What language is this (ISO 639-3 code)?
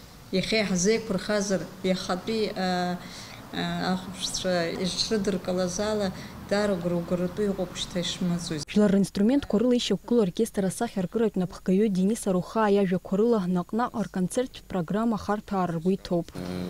abk